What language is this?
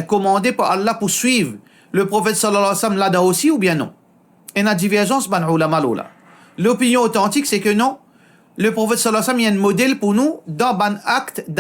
Morisyen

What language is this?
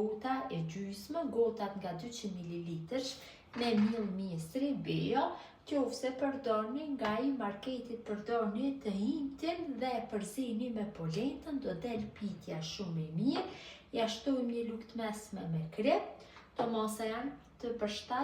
Albanian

